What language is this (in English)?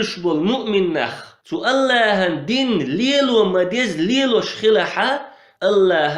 Chechen